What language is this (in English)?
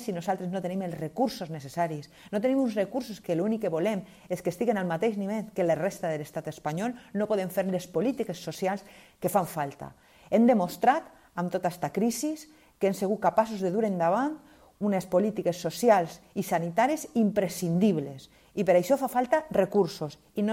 Catalan